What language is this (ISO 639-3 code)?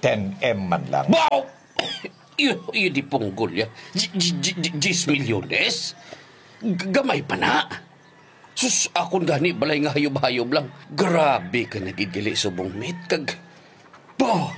hil